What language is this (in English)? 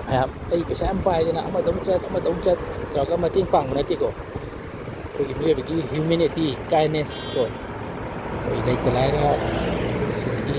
Manipuri